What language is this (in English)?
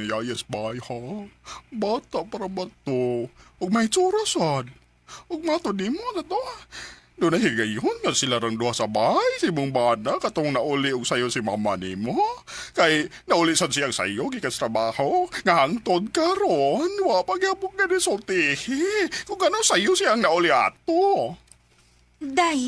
Cebuano